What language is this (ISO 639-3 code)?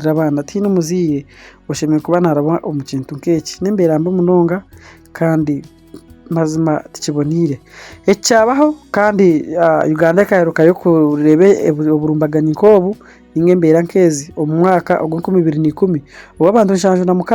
nyn